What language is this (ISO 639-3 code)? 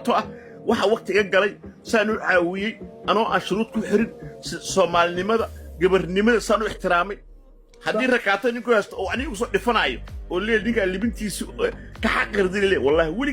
som